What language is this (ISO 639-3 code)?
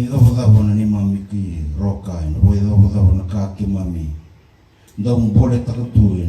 fij